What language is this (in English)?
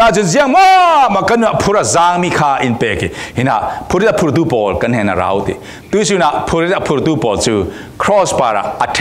Falam Chin